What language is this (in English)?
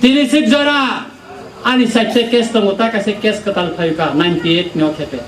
Kok Borok